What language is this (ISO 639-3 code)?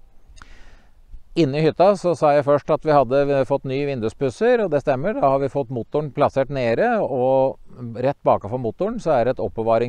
nor